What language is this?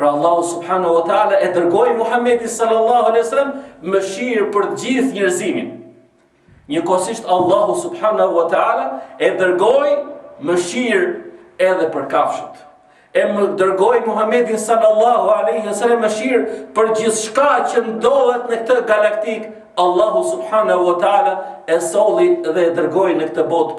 Albanian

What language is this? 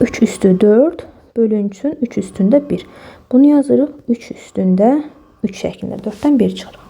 Azerbaijani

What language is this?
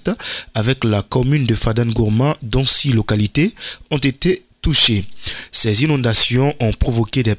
French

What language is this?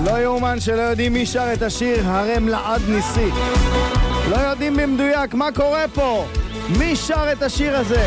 Hebrew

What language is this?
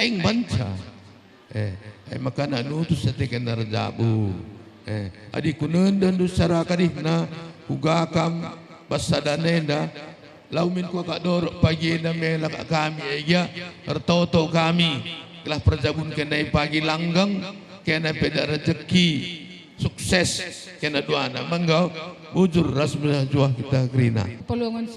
Batak Karo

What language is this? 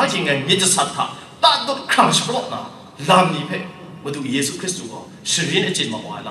Thai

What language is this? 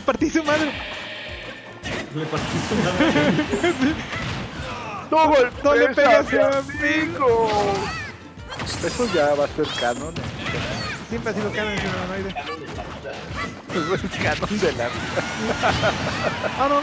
Spanish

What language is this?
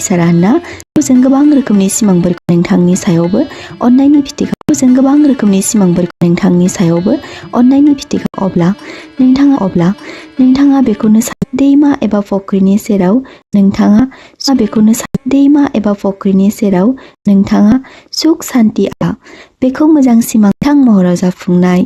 Bodo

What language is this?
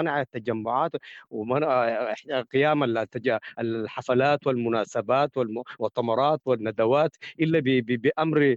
Sudanese Arabic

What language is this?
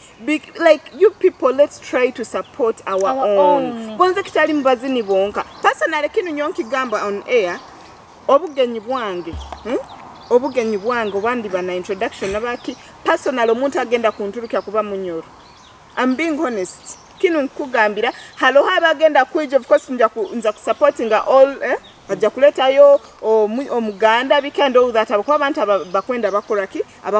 Nyoro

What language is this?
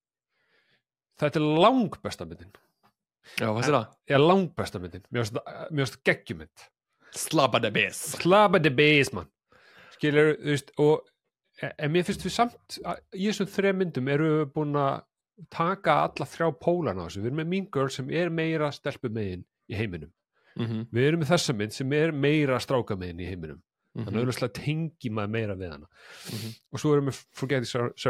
Icelandic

